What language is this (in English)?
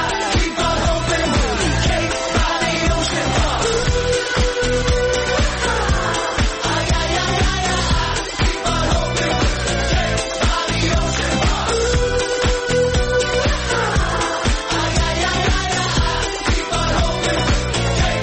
English